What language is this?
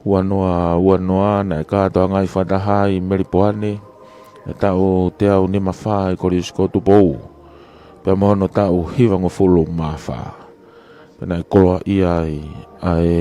Tongan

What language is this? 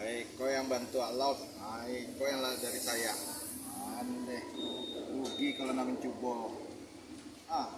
Minangkabau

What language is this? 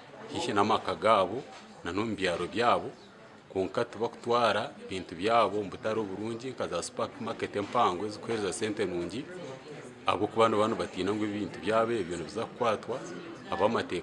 Nyankole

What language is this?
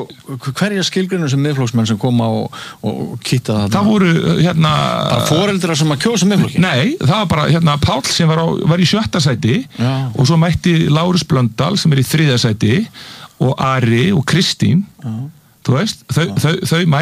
Icelandic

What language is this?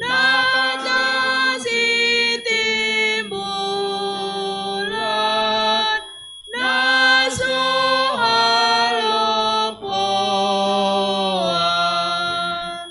Batak Simalungun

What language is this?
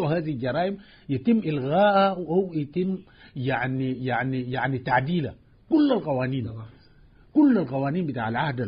Sudanese Arabic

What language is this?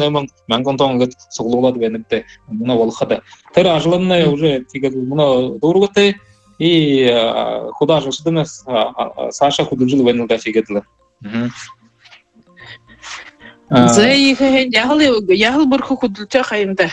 Buriat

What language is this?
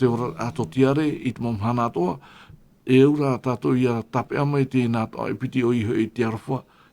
Tahitian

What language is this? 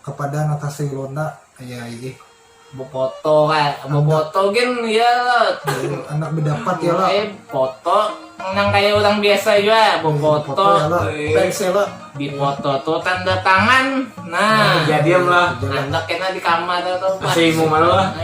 Banjar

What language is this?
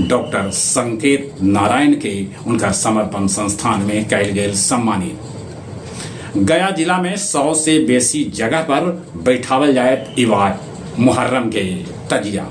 Magahi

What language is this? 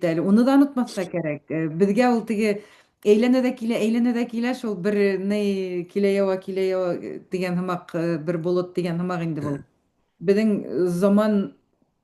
Bashkir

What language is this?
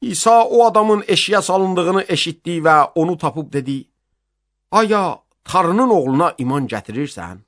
Azerbaijani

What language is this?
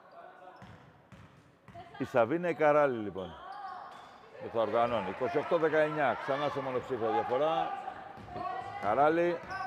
Greek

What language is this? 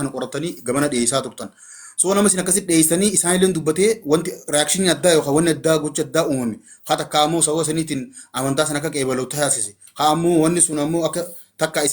Oromo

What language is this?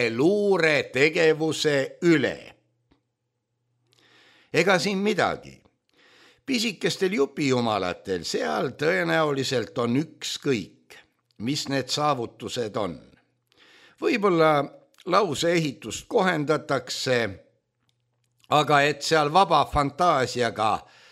Estonian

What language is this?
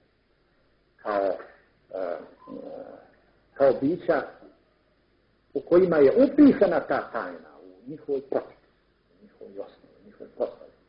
Croatian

